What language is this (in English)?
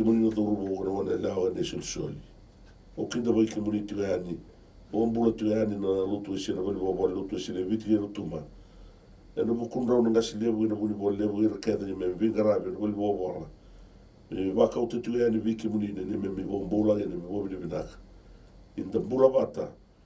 Fijian